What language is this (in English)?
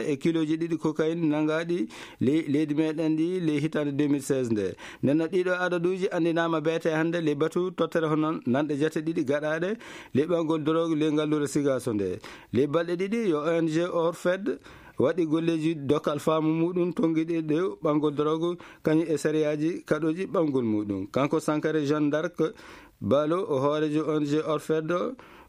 Fula